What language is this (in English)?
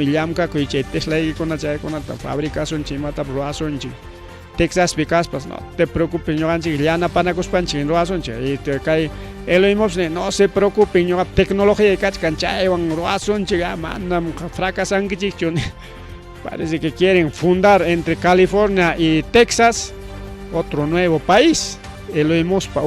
Ayacucho Quechua